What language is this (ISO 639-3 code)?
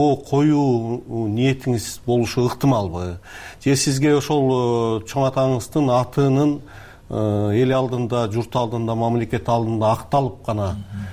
kir